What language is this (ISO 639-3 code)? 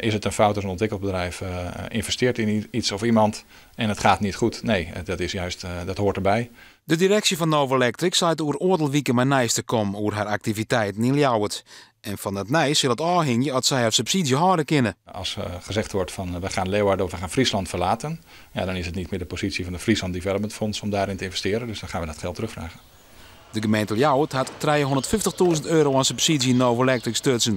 fry